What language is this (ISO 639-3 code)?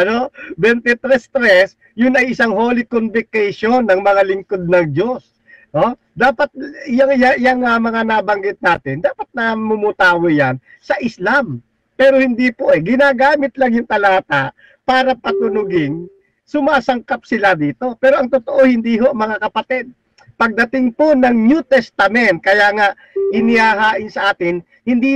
fil